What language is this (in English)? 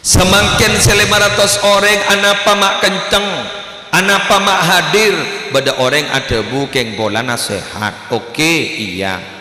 Madurese